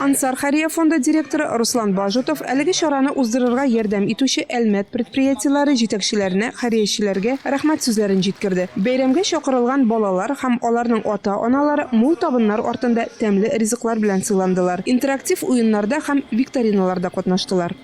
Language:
Tatar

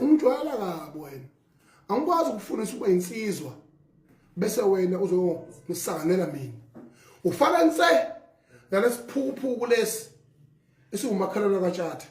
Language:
Zulu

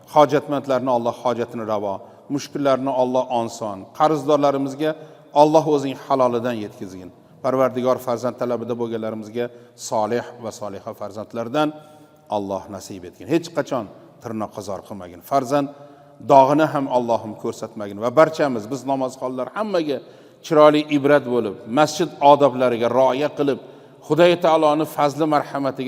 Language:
Uzbek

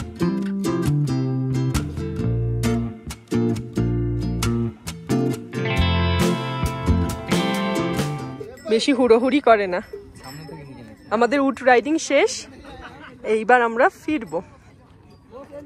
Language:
Bangla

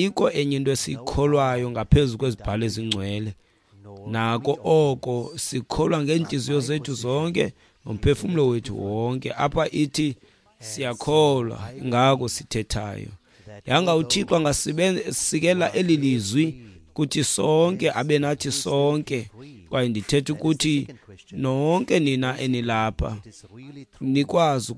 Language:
Xhosa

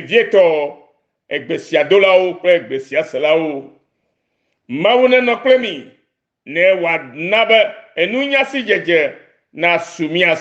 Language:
Ewe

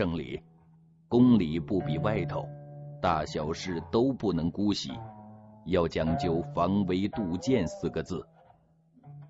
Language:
Chinese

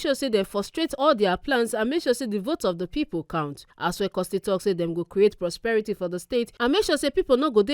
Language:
Nigerian Pidgin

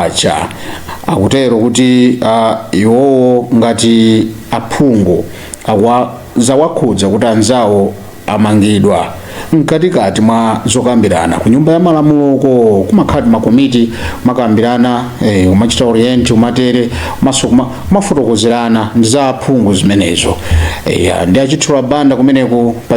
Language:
Nyanja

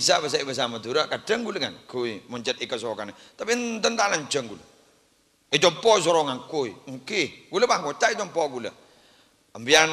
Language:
Madurese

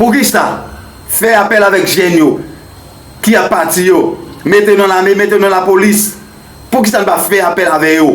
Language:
Haitian Creole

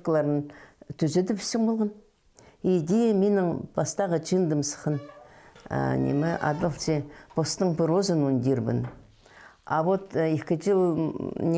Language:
Khakas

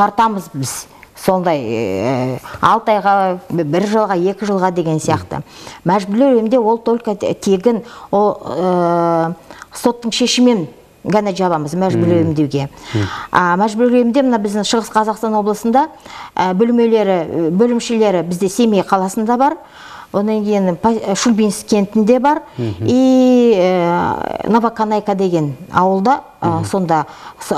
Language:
Kazakh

